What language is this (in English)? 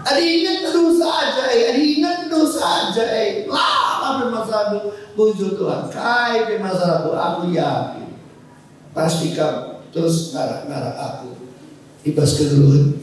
Batak Karo